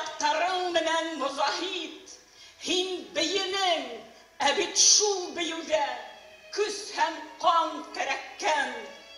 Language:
Bashkir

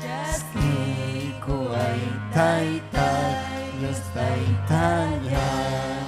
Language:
Ayacucho Quechua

